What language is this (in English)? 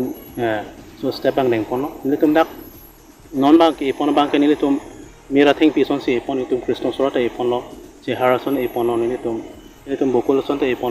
Karbi